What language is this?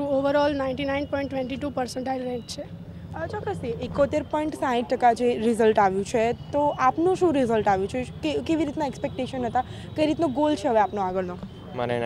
Gujarati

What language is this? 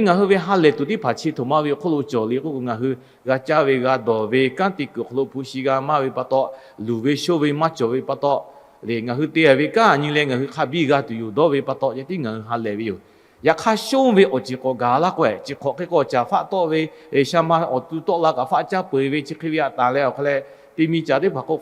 Lahu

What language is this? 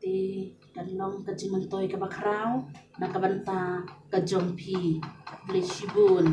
Khasi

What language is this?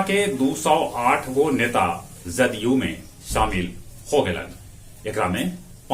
Magahi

